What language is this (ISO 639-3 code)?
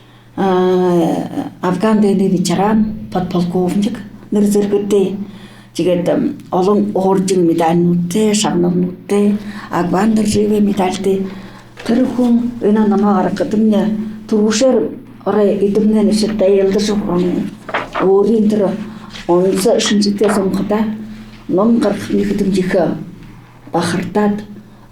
bua